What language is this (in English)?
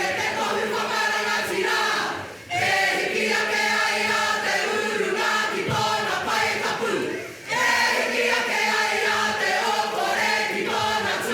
Māori